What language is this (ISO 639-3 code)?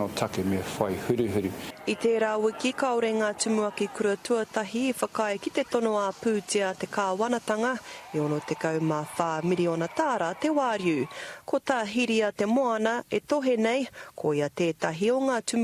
mri